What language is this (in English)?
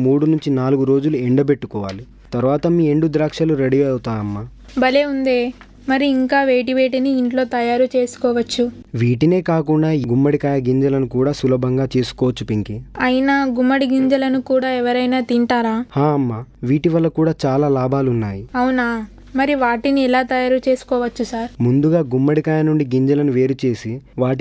Telugu